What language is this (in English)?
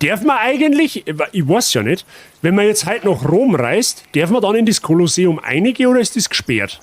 Bavarian